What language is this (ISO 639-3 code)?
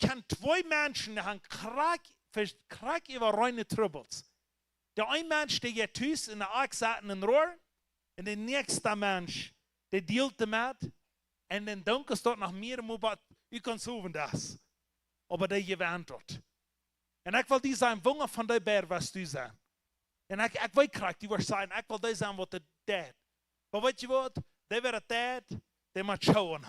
pdt